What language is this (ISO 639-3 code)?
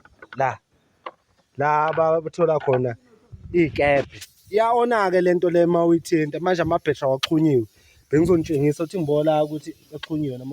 zul